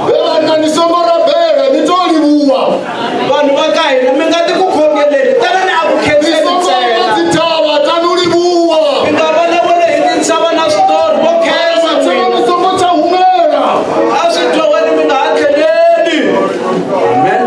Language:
Tsonga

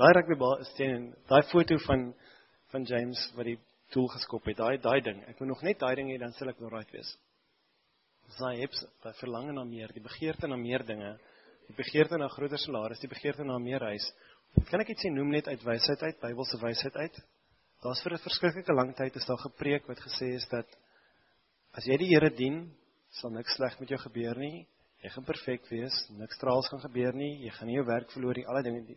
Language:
Afrikaans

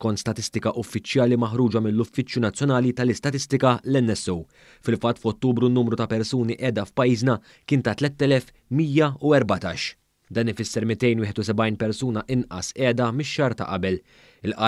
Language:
Maltese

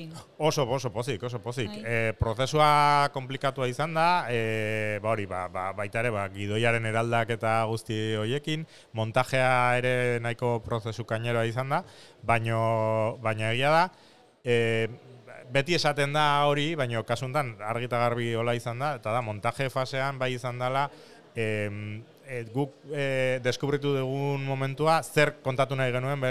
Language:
Basque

